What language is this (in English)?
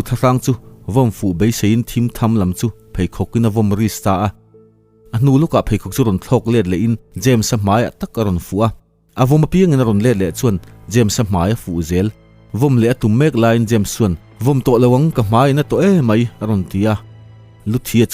Mizo